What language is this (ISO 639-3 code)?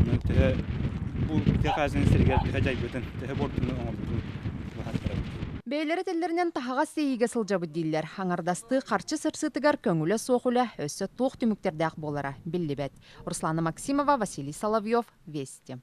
sah